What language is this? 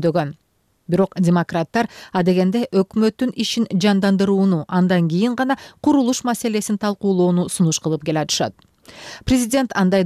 Kyrgyz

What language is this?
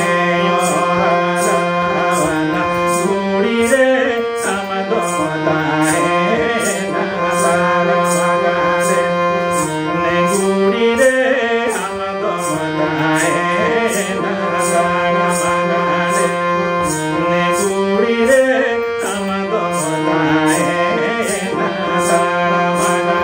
Santali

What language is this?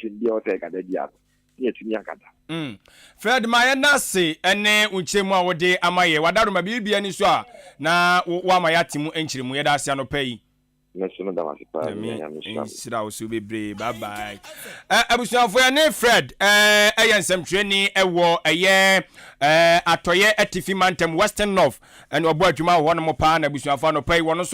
Akan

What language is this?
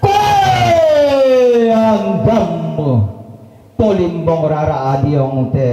Toraja-Sa'dan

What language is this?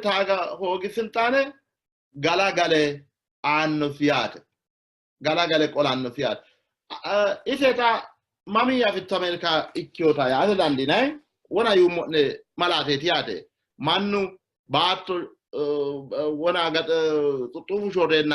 Sidamo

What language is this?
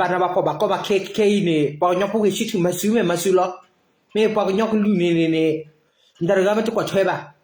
S'gaw Karen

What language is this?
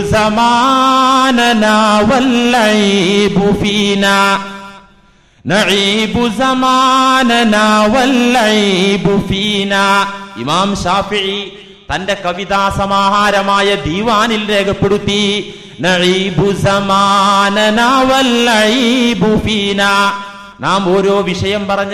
Malayalam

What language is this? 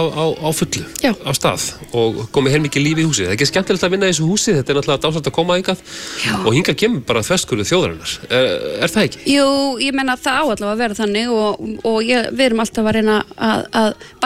Icelandic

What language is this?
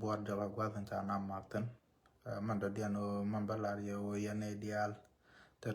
Nuer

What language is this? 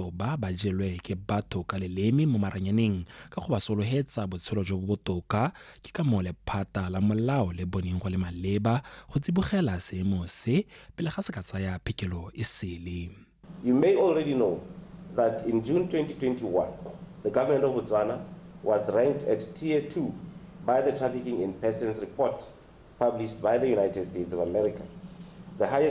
Tswana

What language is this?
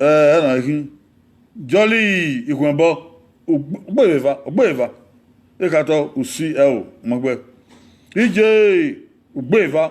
Bini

